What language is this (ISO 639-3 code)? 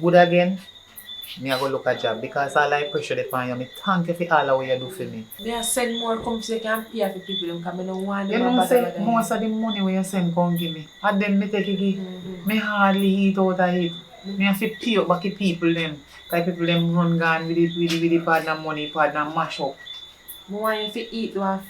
jam